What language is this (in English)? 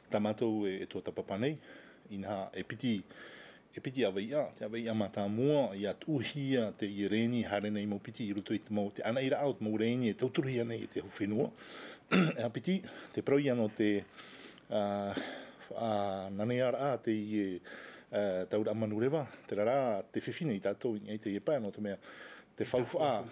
Tahitian